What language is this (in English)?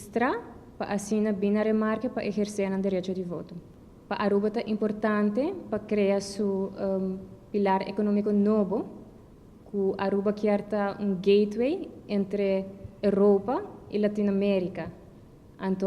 Papiamento